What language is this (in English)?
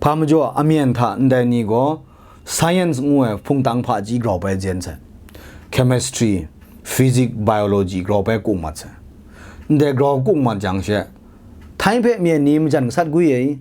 Kachin